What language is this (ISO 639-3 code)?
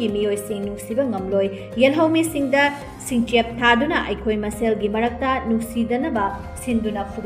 mni